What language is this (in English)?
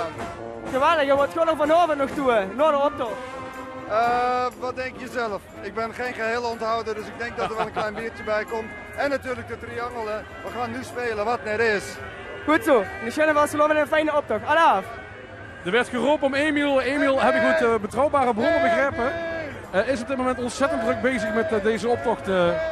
Limburgish